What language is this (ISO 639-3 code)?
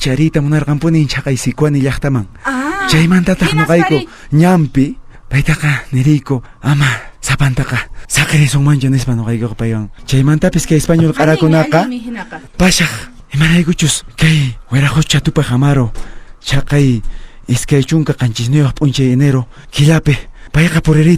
que